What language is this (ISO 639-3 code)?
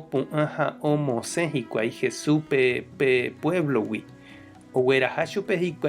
grn